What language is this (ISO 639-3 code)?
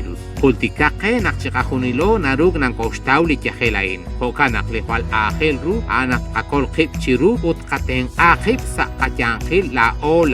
kek